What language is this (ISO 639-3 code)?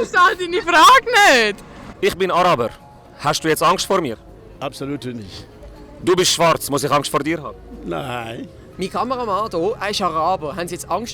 gsw